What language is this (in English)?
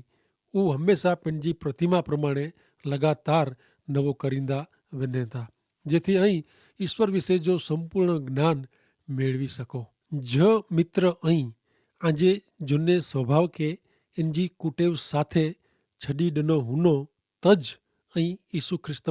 Kachhi